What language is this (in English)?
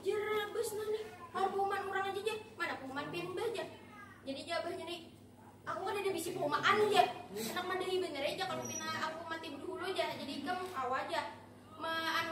Banjar